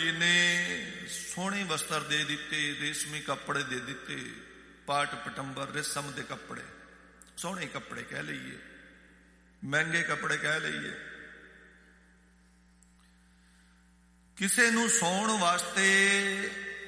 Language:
Punjabi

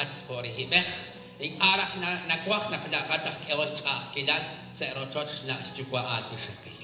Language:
Kekchí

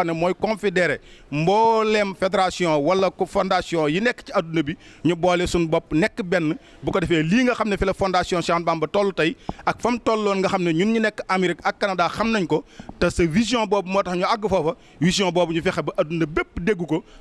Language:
Wolof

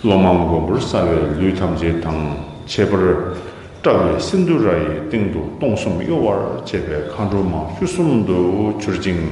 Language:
Tibetan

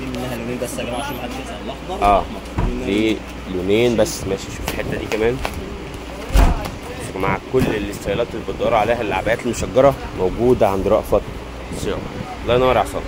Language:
Egyptian Arabic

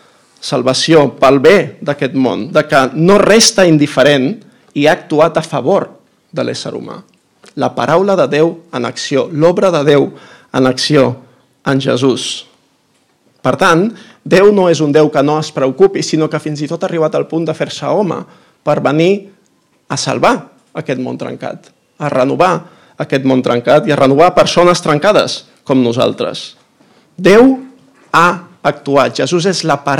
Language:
Catalan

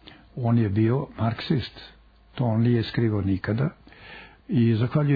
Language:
Croatian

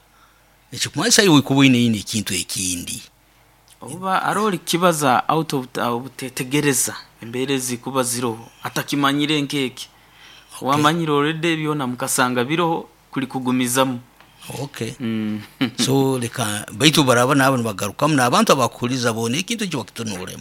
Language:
Nyoro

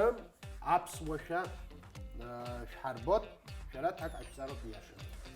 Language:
Abkhazian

